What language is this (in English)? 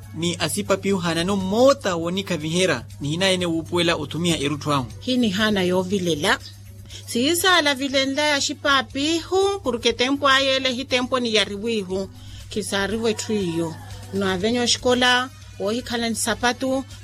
Makhuwa